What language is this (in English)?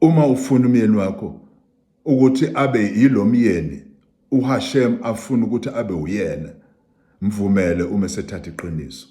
Zulu